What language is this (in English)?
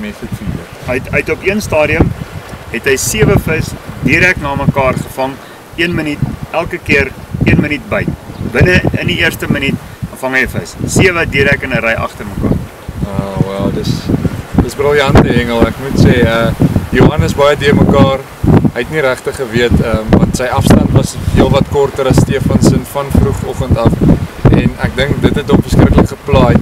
Afrikaans